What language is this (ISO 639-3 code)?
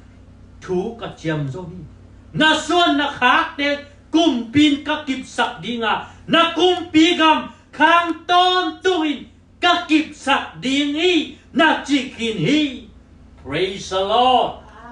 ctd